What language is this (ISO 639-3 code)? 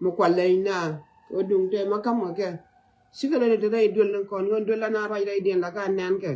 nus